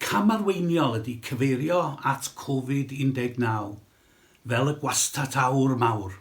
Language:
Welsh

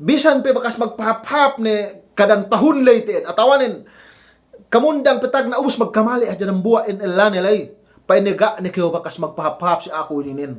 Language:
Yakan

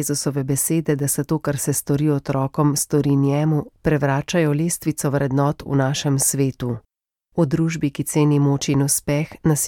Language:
Slovenian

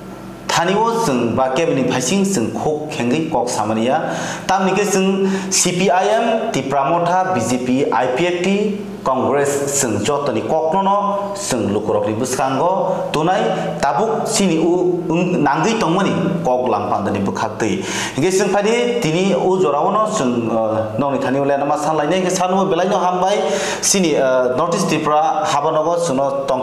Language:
Kok Borok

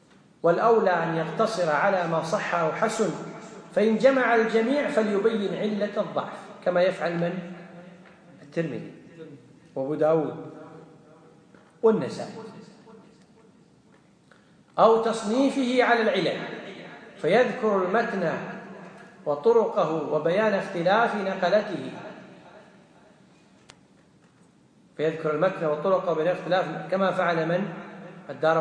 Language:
Arabic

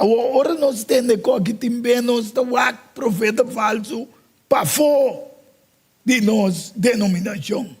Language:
Papiamento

